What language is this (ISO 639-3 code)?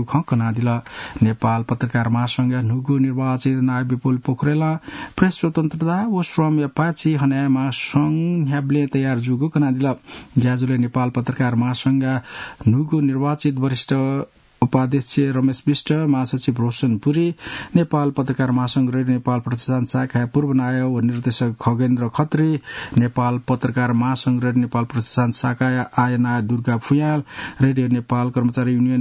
new